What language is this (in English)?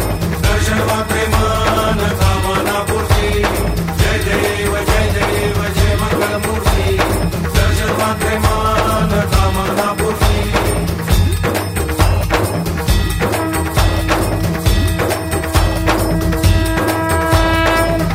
Marathi